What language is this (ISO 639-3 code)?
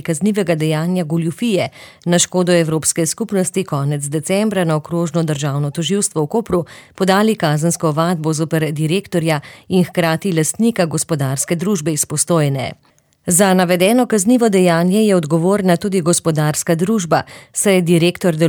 slv